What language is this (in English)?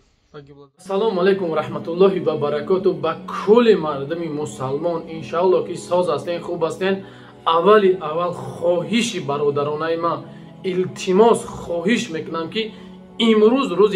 Tajik